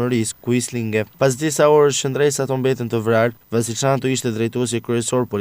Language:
Albanian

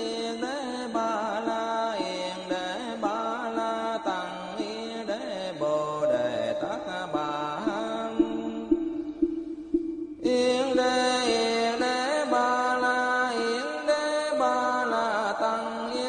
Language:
Vietnamese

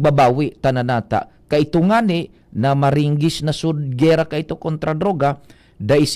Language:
Bikol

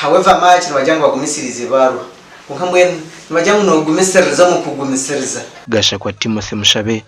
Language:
Nyankole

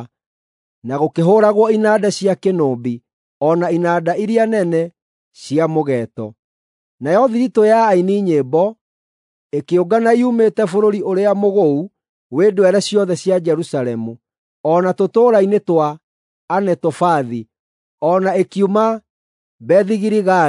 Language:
Kikuyu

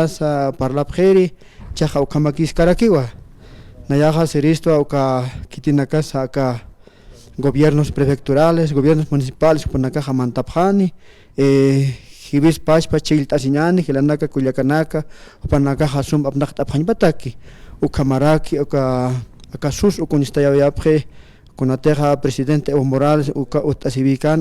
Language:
Aymara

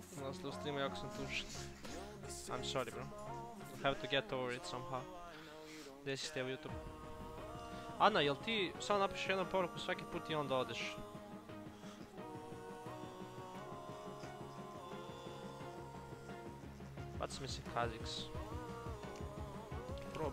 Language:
Croatian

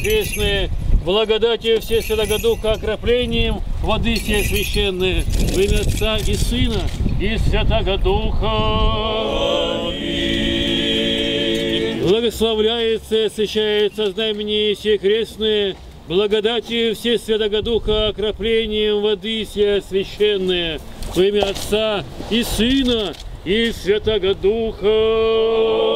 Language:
Russian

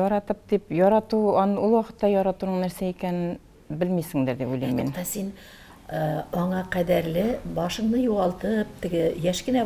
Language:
Tatar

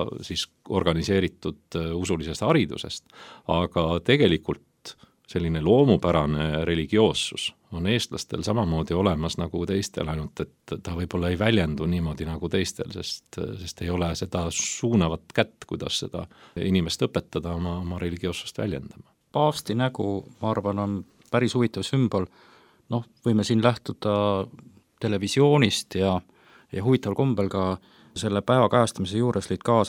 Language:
Estonian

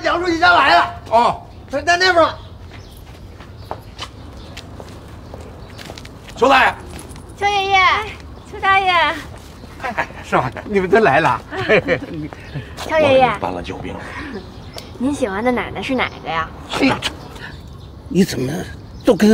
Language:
Chinese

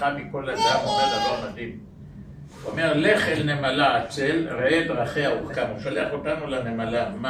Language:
Hebrew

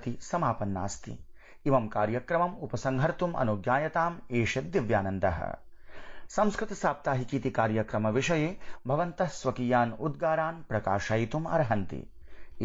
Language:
Sanskrit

